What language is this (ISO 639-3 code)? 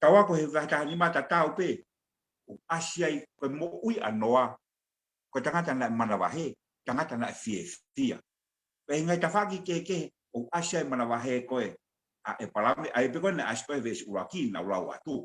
ton